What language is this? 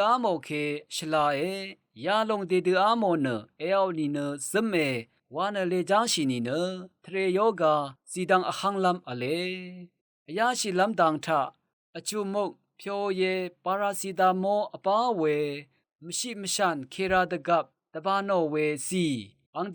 Rawang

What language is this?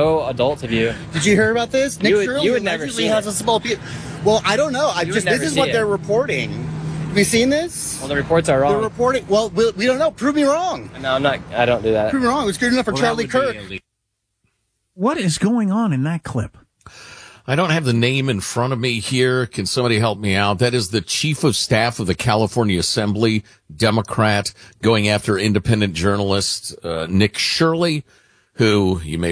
English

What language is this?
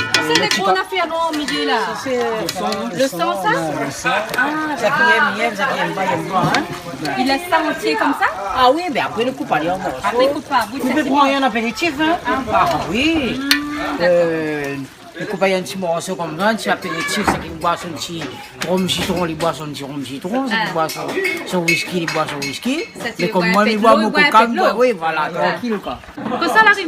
Réunion Creole French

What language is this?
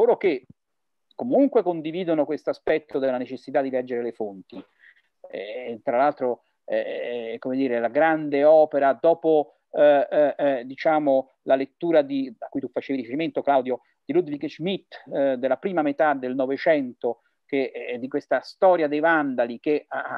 Italian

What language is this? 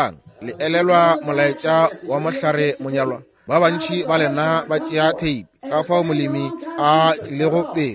Northern Sotho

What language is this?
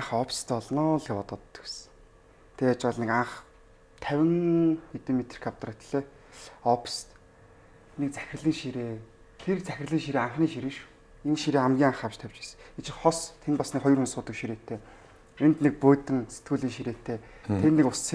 Mongolian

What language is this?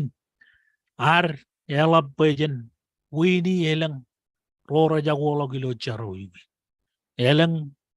Marshallese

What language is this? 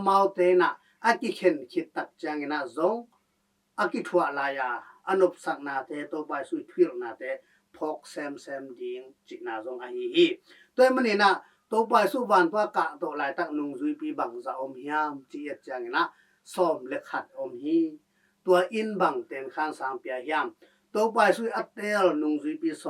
Tedim Chin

